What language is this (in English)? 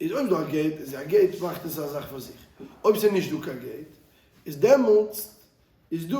Yiddish